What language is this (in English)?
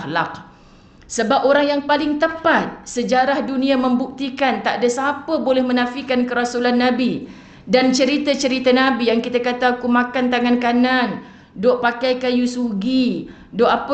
Malay